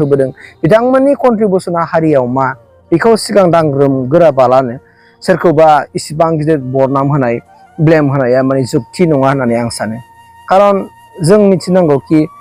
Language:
Bodo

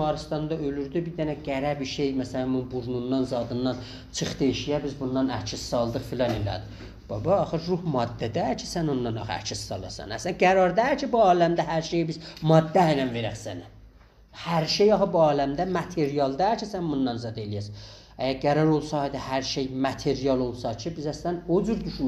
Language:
South Azerbaijani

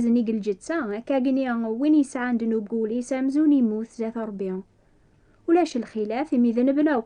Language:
Kabyle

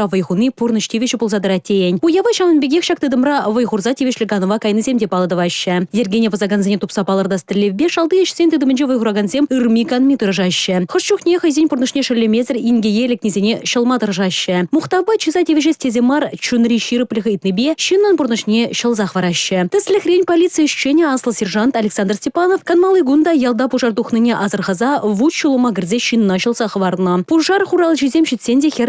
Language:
Chuvash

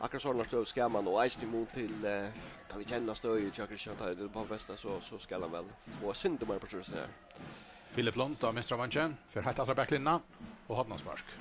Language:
Faroese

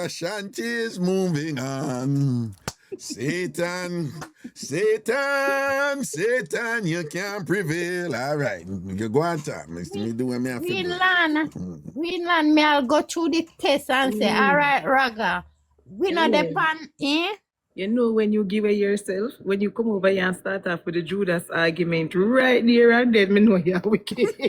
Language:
Jamaican Creole English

